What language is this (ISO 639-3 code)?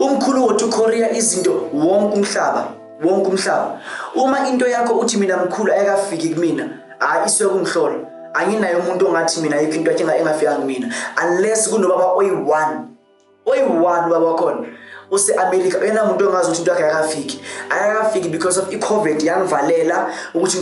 zul